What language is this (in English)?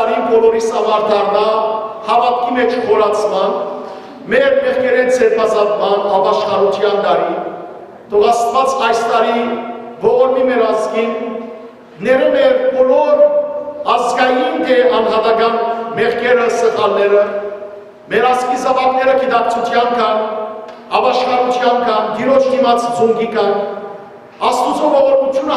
Western Armenian